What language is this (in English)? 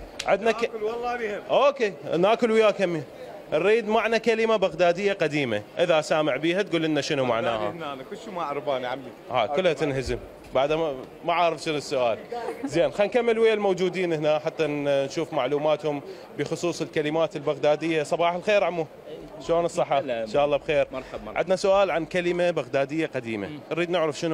Mesopotamian Arabic